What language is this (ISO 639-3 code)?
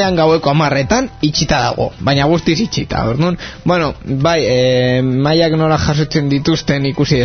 eus